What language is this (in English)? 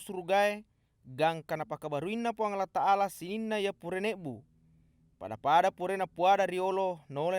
Buginese